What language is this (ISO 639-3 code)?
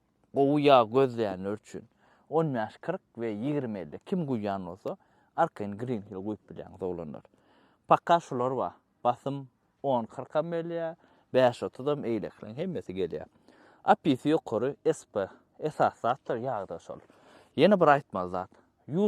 tuk